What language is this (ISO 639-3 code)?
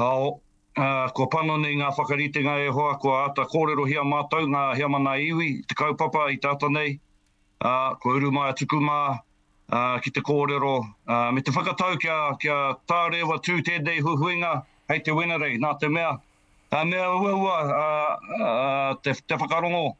mri